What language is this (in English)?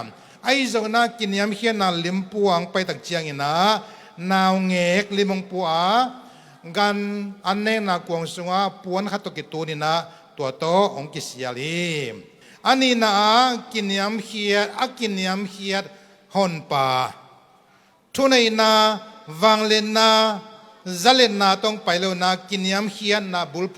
Tedim Chin